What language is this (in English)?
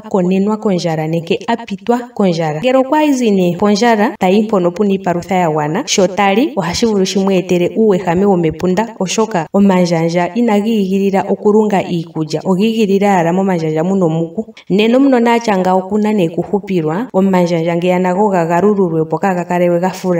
Ndonga